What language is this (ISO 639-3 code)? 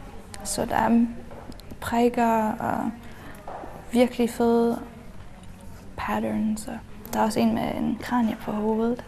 dan